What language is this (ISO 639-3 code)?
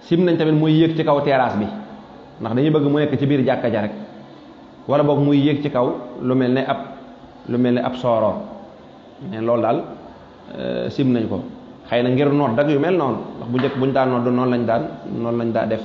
wol